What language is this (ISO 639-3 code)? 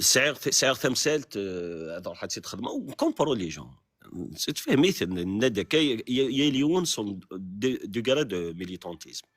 kab